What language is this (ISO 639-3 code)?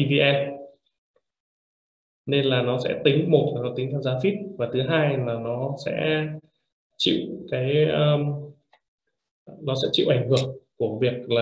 vie